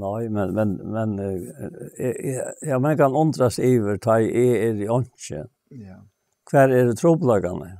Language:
Faroese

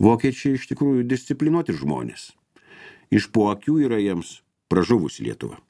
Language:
Lithuanian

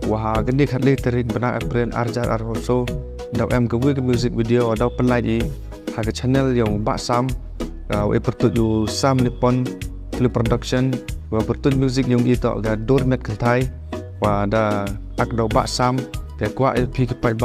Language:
Khasi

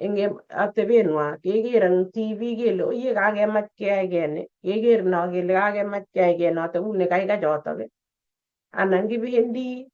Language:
Kalenjin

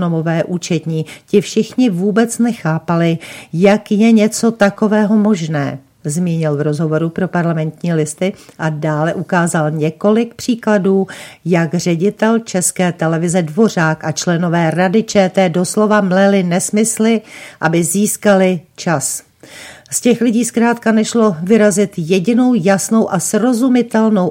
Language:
Czech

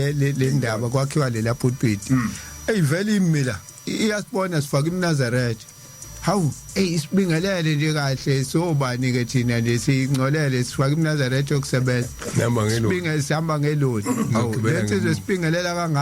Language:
Zulu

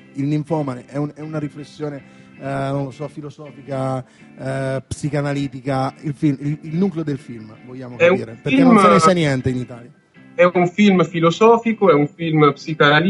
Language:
Italian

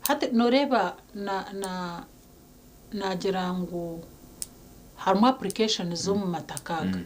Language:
Nyankole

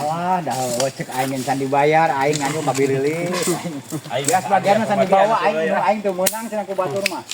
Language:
Sundanese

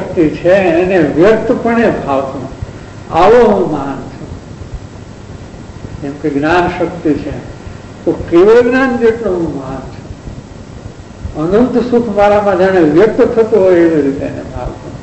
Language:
Gujarati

